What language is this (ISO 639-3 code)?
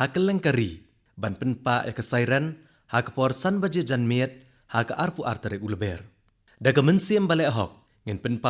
kha